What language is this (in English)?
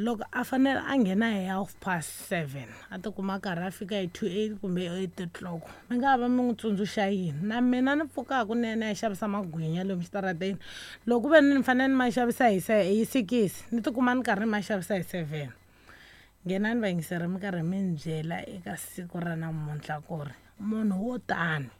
Tsonga